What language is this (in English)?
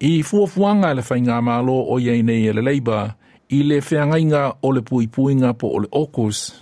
Samoan